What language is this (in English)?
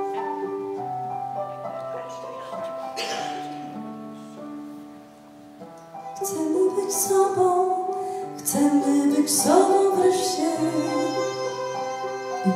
Polish